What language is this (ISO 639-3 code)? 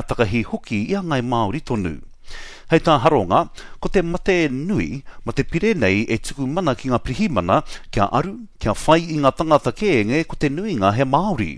mri